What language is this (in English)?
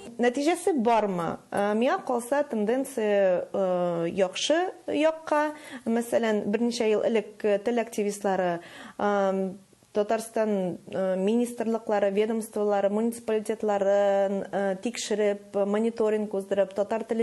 Tatar